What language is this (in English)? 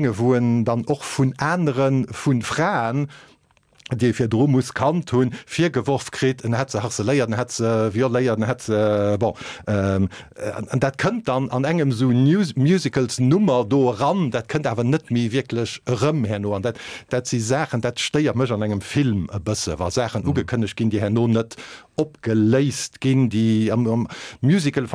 Luxembourgish